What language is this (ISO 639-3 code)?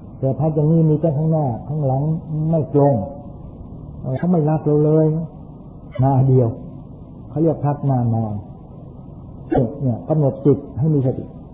tha